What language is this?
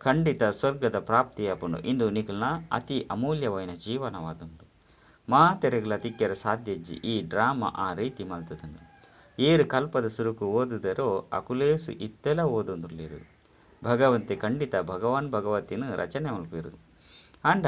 Tulu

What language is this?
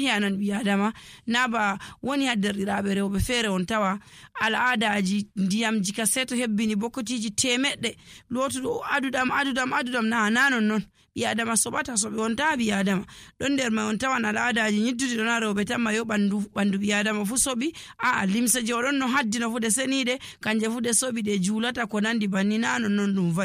Nigerian Fulfulde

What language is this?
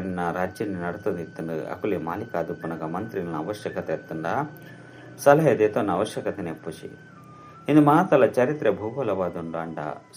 Tulu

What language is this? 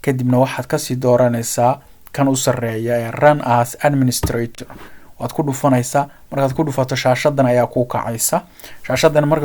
Somali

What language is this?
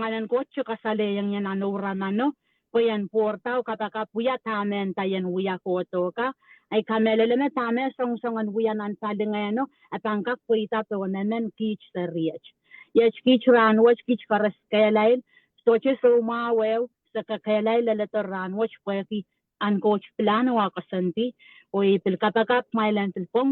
Pohnpeian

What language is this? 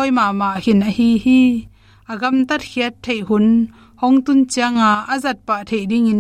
Tedim Chin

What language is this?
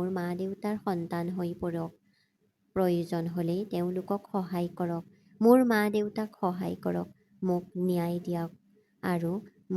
Assamese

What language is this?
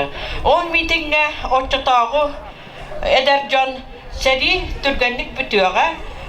Yakut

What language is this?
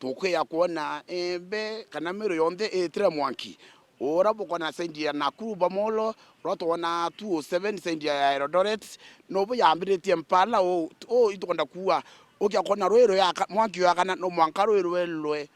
Meru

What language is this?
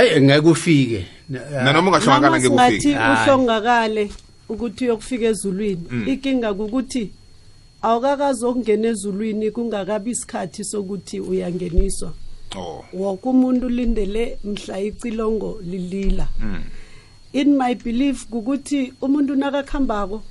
South Ndebele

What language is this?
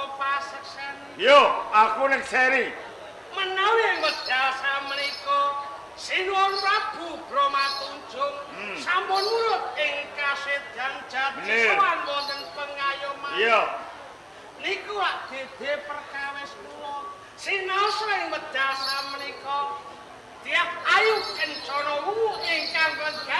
Javanese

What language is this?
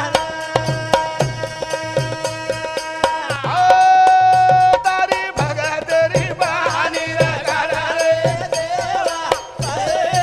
Lambadi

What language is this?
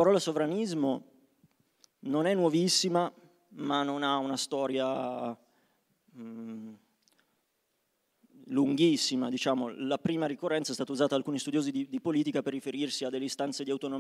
Italian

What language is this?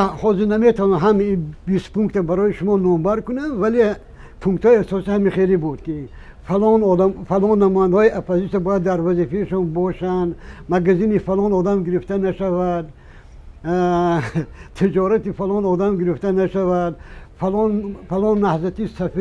Tajik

